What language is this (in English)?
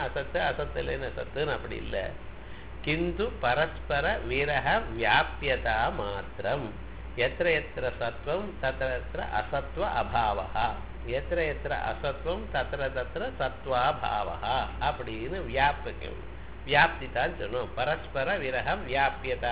Tamil